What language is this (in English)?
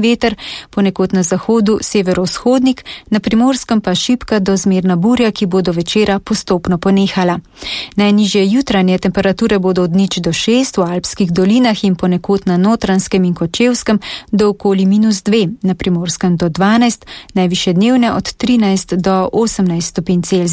Slovenian